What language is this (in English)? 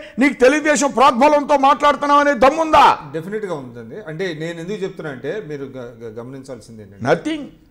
Telugu